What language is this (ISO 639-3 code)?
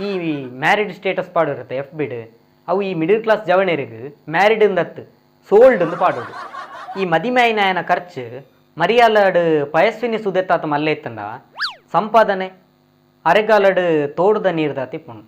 tcy